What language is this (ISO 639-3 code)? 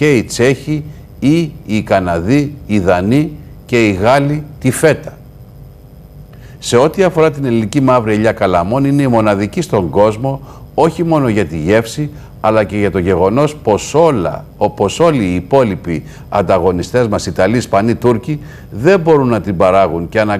ell